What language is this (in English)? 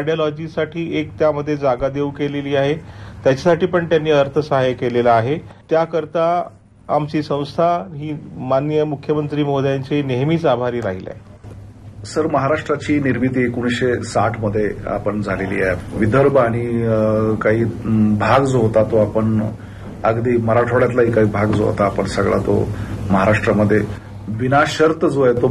Marathi